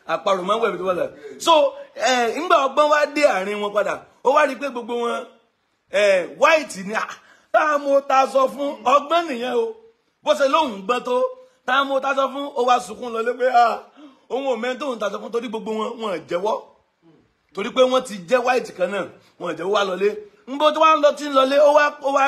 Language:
Yoruba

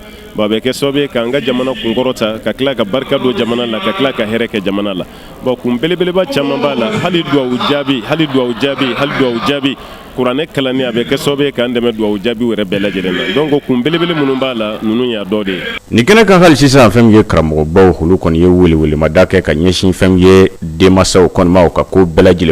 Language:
Bambara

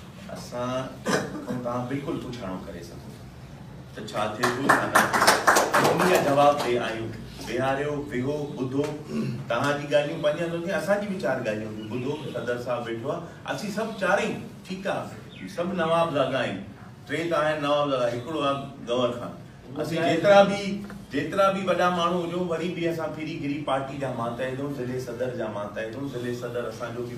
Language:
Sindhi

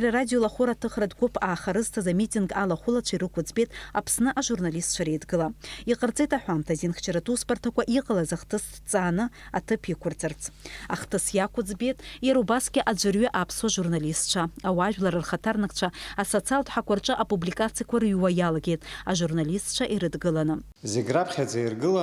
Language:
Abkhazian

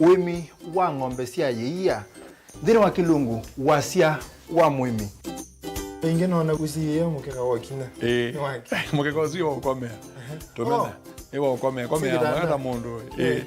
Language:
Kamba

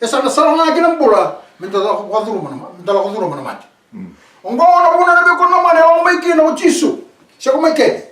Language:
Fijian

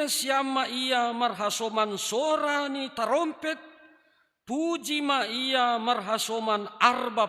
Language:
Batak Simalungun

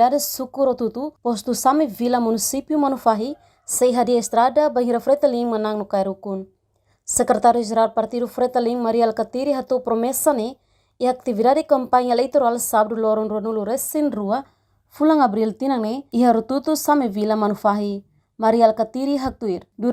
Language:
Tetum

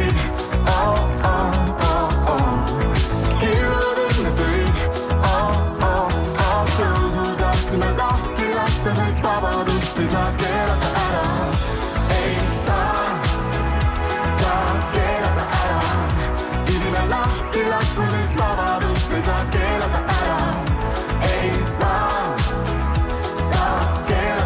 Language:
Estonian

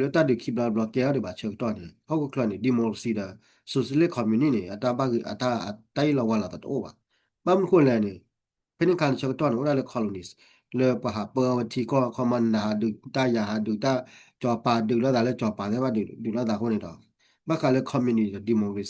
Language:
S'gaw Karen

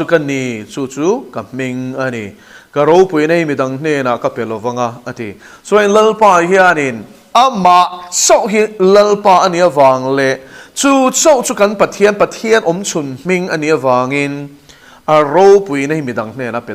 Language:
Mizo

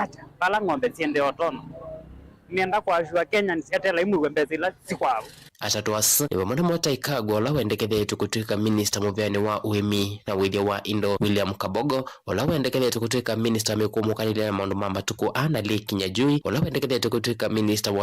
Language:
Kamba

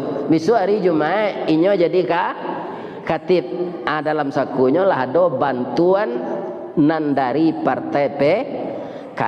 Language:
Minangkabau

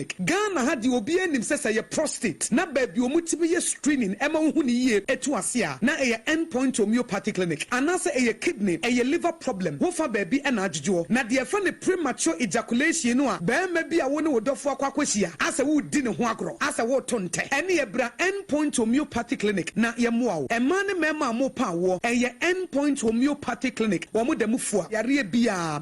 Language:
Akan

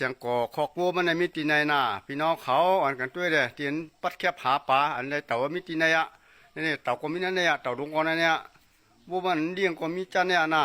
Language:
Shan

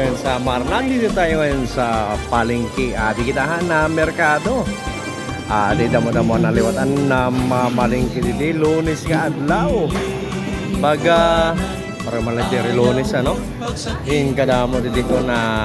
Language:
Waray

